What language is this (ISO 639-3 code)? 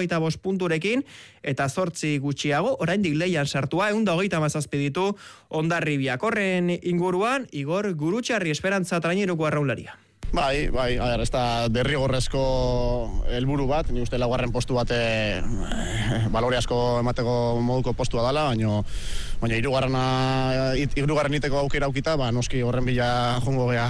eus